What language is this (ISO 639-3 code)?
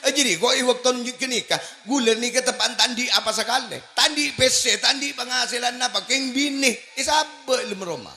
mad